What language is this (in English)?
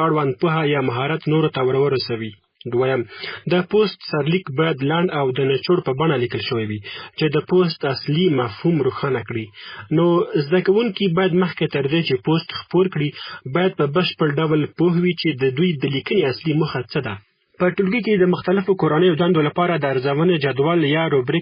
Pashto